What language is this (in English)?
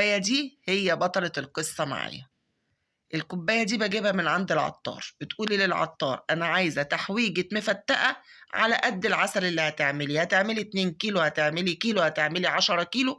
Egyptian Arabic